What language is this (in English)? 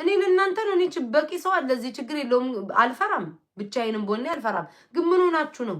Amharic